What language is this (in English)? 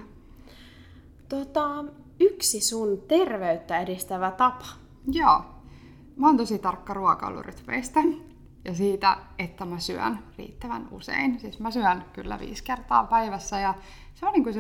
Finnish